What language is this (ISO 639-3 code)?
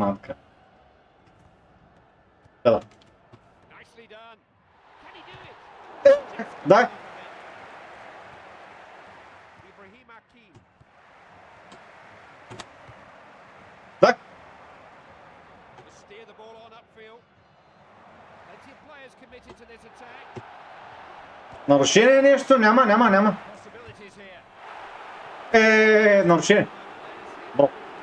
bul